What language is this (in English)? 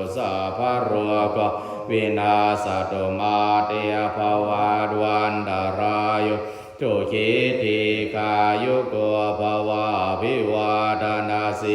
Pali